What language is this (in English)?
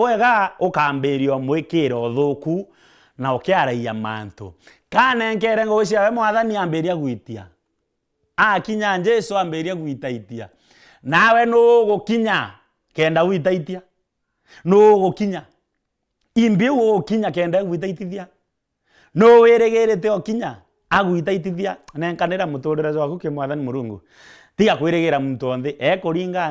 Meru